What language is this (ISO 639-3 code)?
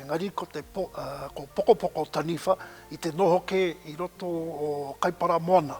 mri